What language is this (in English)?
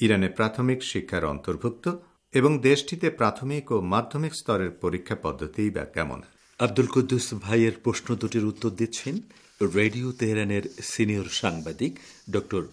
Bangla